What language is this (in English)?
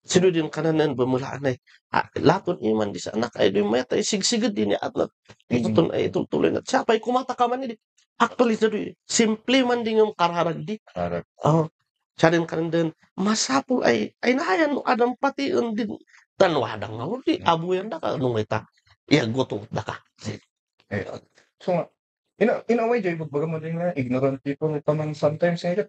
Kankanaey